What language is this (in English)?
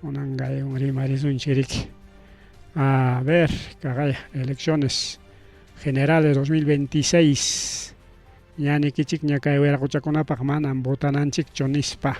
Ayacucho Quechua